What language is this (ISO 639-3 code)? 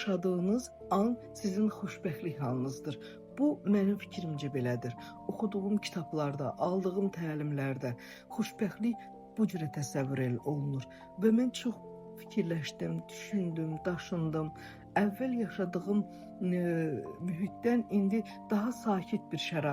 aze